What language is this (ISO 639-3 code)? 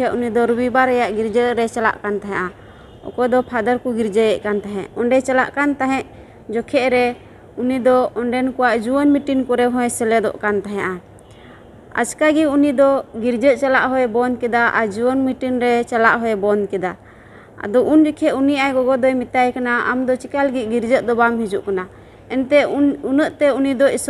sat